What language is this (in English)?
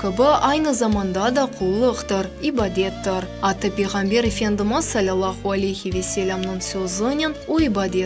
Crimean Tatar